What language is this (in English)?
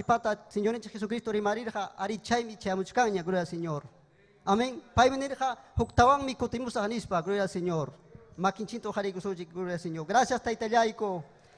Ayacucho Quechua